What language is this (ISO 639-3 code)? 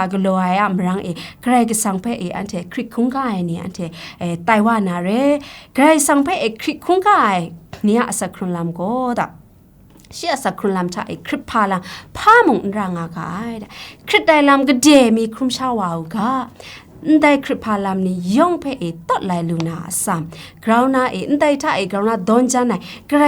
kac